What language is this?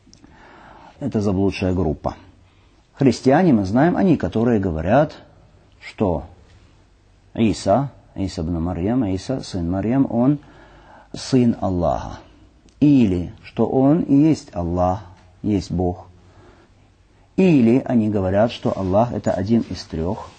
Russian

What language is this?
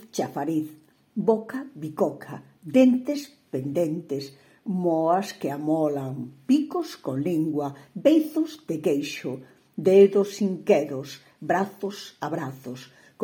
Galician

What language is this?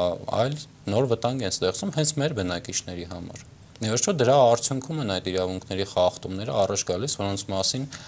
Armenian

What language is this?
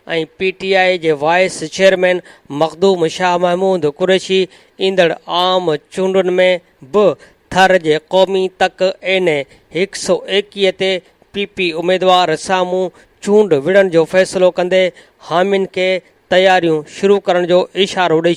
Sindhi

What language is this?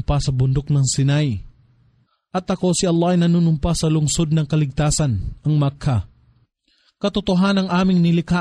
Filipino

